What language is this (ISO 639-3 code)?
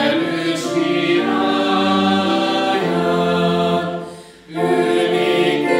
hun